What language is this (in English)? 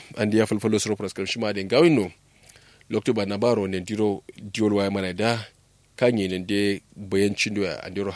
Kanuri